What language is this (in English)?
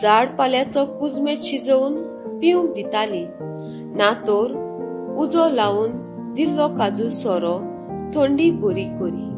Konkani